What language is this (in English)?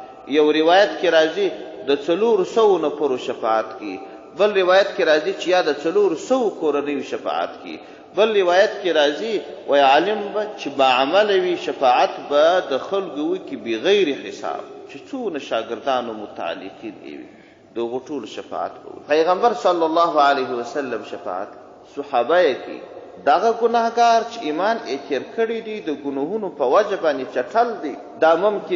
Pashto